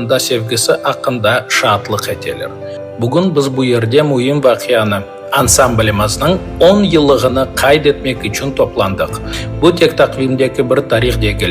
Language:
Crimean Tatar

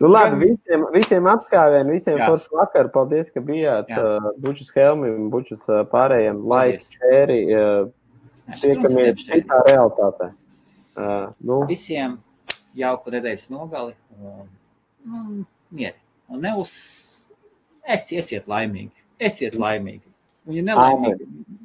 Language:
Latvian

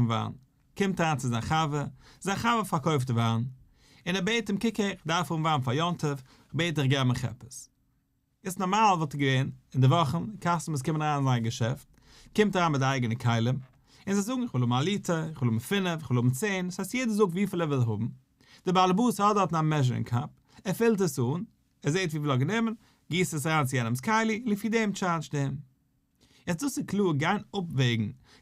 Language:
Yiddish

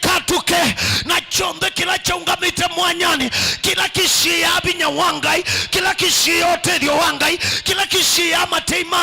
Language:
Kamba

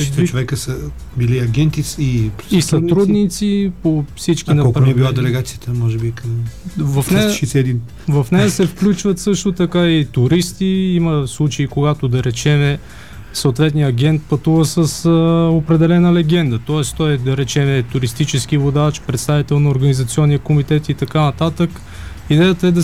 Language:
Bulgarian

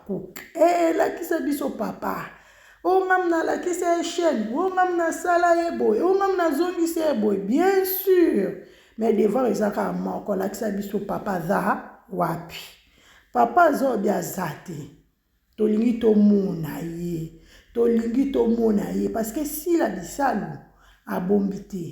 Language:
Lingala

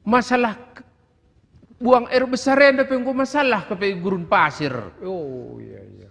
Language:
Batak Karo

